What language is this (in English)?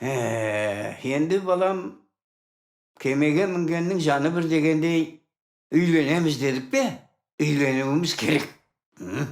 Kara-Kalpak